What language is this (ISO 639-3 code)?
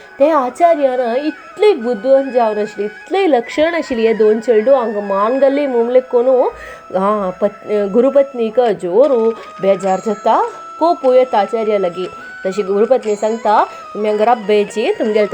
kok